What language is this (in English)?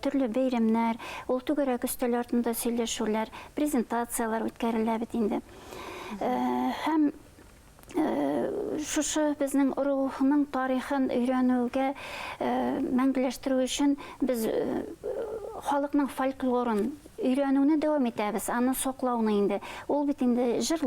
Bashkir